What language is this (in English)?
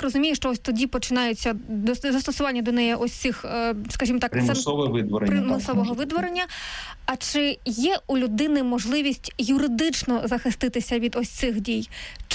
Ukrainian